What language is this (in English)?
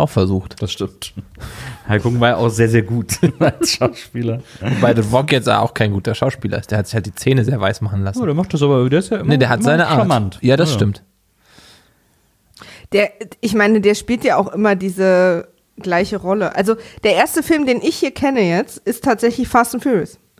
German